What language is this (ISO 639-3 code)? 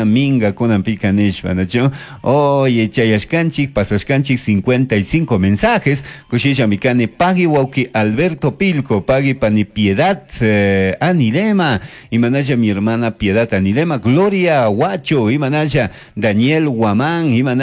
qug